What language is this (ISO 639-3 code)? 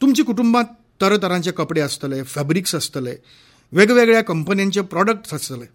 kok